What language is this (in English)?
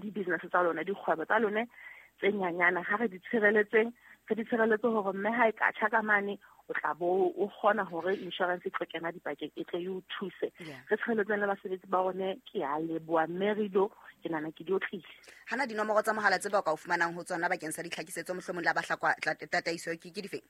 Southern Sotho